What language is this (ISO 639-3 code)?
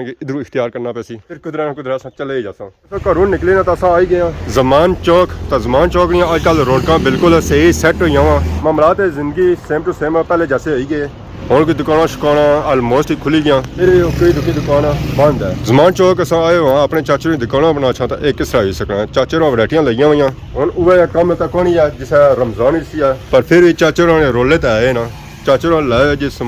phr